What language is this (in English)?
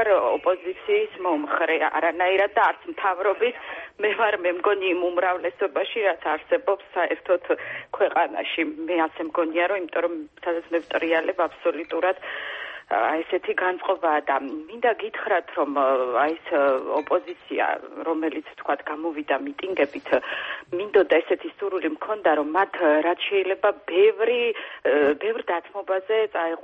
Georgian